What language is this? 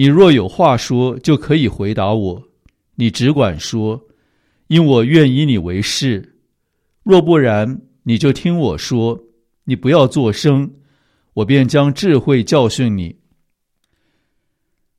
Chinese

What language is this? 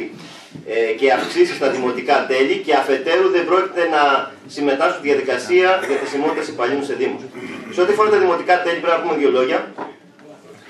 Greek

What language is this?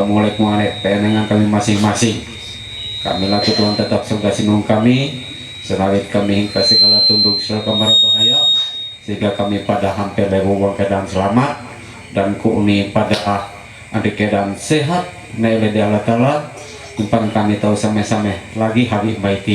Ma'anyan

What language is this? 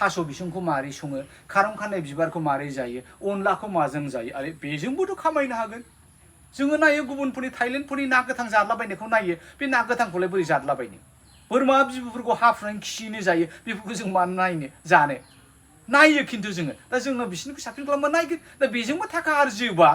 Bodo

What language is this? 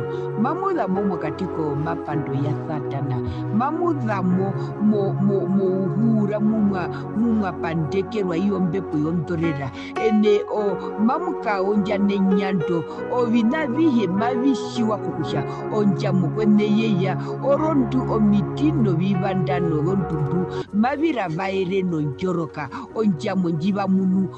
Herero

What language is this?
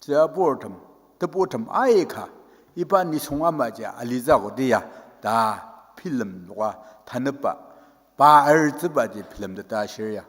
Ao Naga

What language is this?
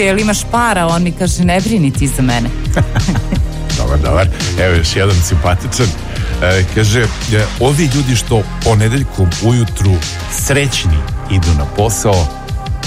Serbian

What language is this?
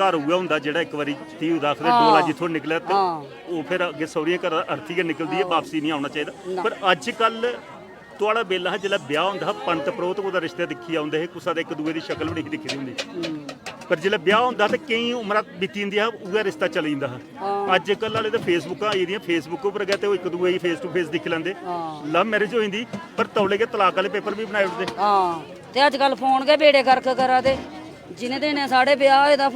Dogri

